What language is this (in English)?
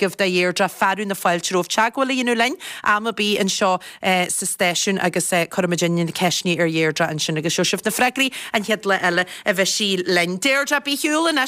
Irish